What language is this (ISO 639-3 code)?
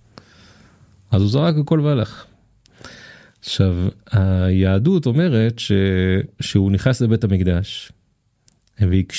heb